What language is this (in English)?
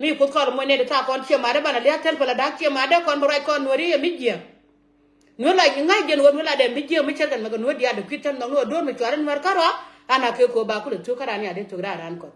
Nuer